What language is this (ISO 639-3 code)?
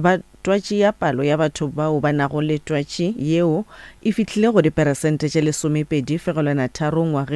nso